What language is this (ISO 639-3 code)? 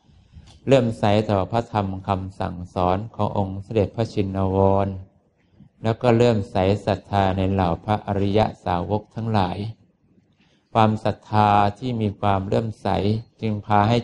tha